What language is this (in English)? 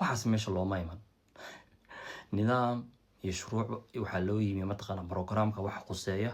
Somali